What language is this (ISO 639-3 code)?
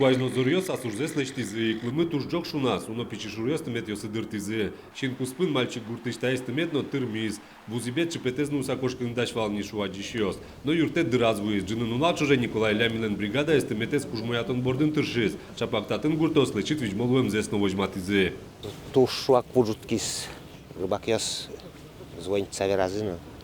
udm